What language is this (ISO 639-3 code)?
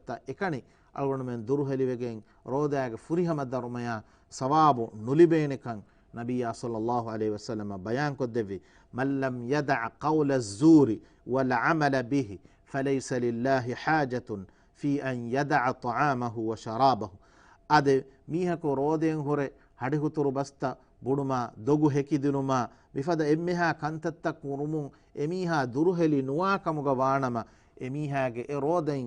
div